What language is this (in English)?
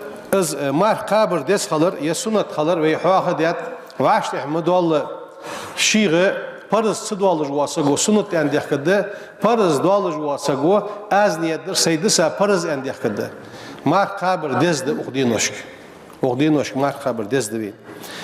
Ingush